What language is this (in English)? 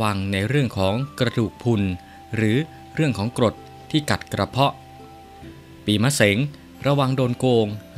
Thai